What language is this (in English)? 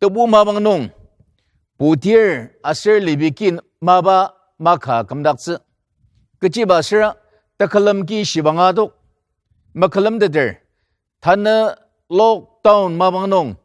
Ao Naga